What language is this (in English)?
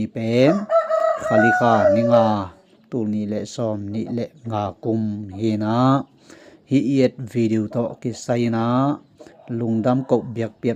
Tedim Chin